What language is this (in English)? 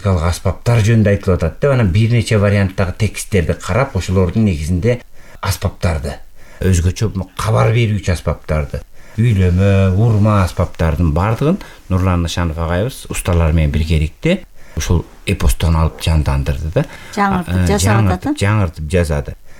Kyrgyz